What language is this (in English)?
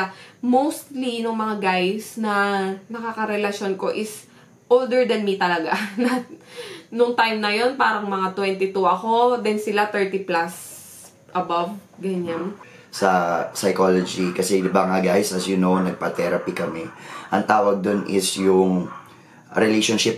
Filipino